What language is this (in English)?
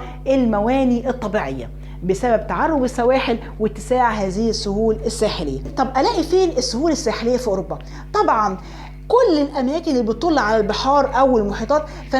Egyptian Arabic